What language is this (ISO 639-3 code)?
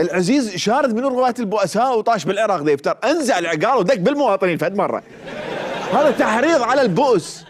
acm